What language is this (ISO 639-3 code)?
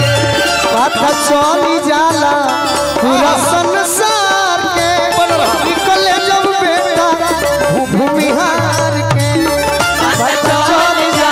bho